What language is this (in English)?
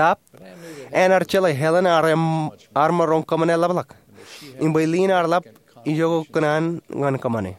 Marshallese